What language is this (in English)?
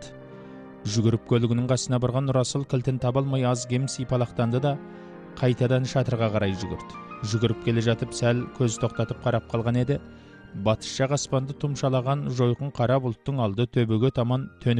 Kazakh